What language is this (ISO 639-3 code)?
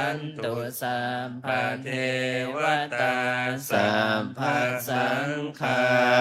pli